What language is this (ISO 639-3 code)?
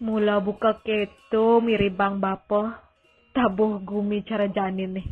ban